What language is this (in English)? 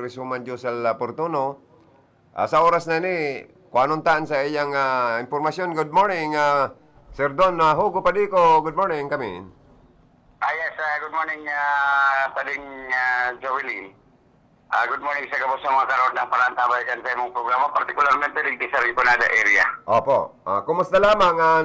Bikol